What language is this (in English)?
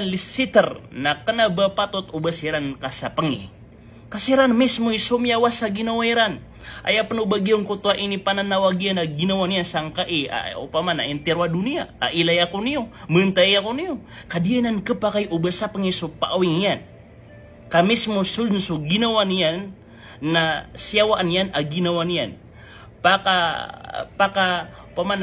Maranao